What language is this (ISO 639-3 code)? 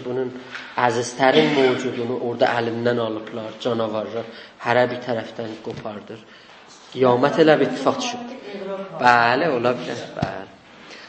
azb